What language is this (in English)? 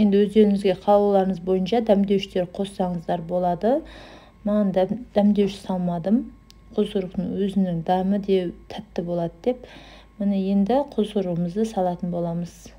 Kazakh